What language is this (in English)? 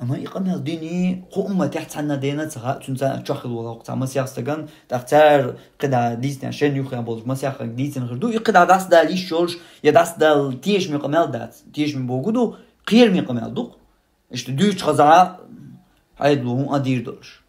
Chechen